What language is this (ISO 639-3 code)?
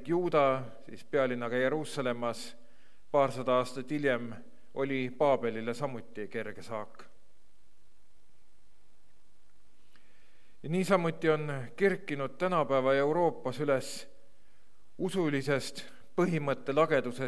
est